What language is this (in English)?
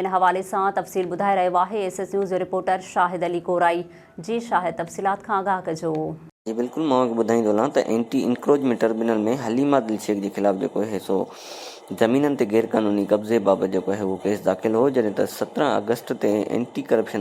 Sindhi